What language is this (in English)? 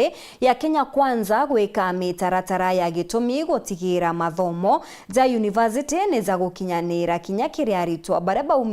Meru